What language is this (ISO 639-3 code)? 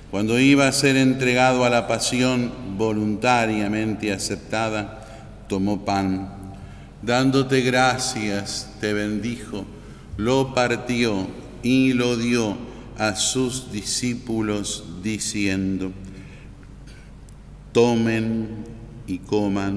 spa